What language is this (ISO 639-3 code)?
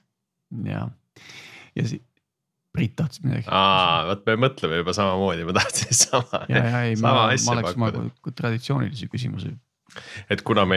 est